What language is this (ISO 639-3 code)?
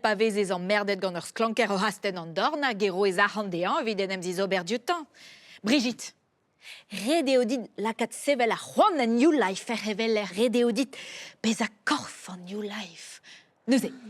bre